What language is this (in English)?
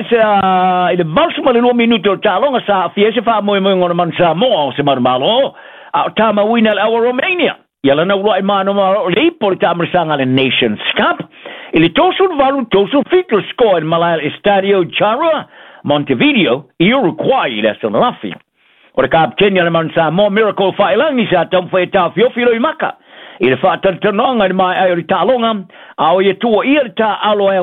Samoan